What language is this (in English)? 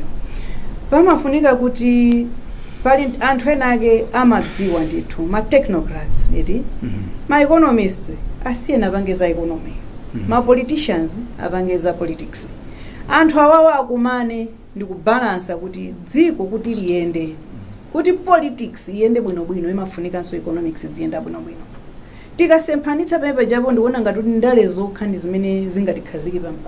Nyanja